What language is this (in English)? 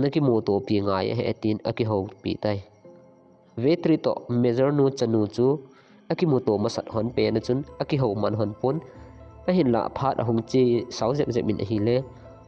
Thado Chin